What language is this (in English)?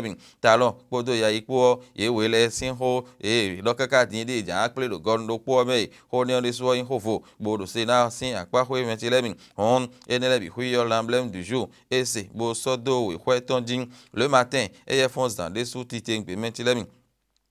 Fon